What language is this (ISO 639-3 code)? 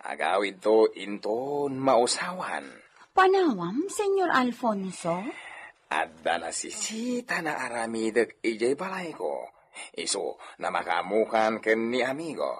ilo